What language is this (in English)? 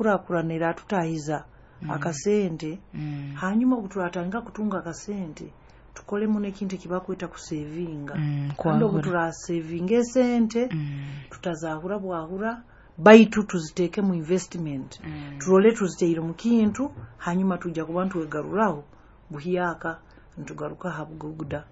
Nyoro